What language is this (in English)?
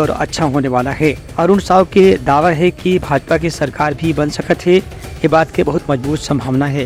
Chhattisgarhi